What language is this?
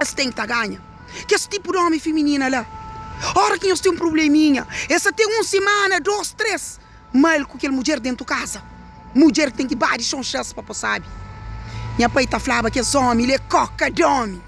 Kabuverdianu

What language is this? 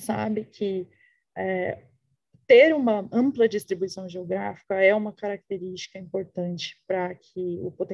Portuguese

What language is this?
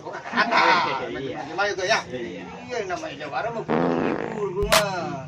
Betawi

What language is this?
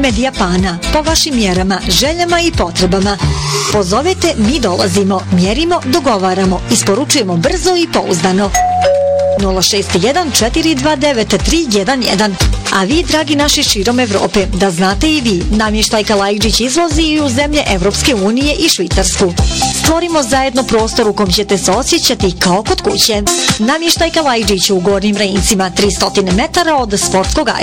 Bosnian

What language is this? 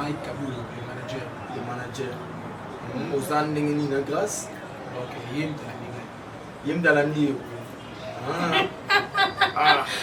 Lingala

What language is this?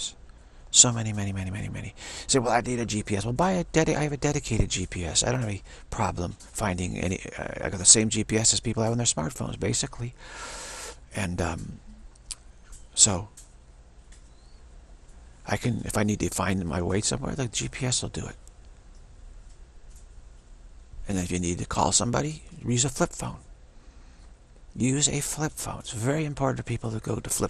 English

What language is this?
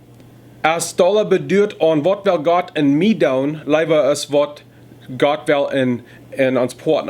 Plautdietsch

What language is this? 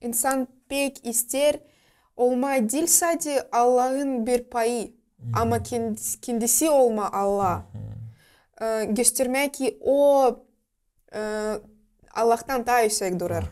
Gagauz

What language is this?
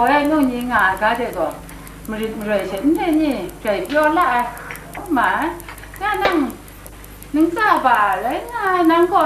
Kachin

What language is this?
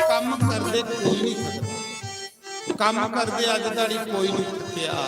Dogri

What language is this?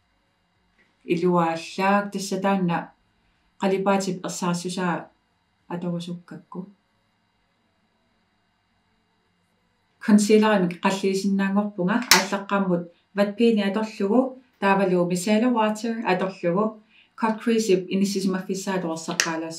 Kalaallisut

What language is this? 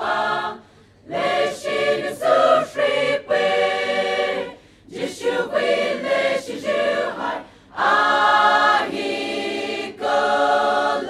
Poumei Naga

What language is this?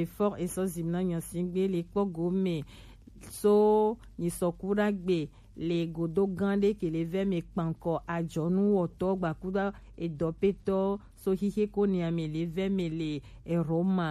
Gen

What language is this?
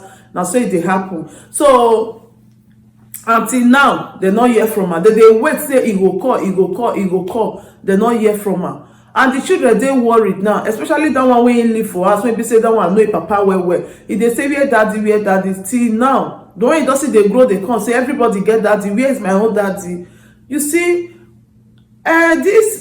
Nigerian Pidgin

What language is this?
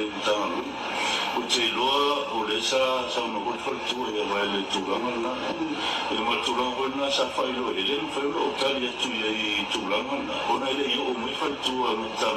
Samoan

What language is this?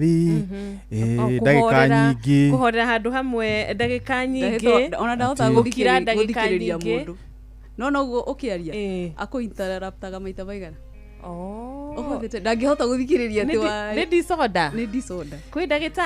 Kikuyu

